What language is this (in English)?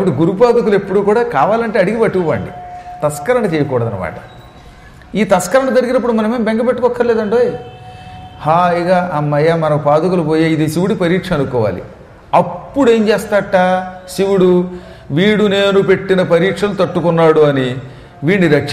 Telugu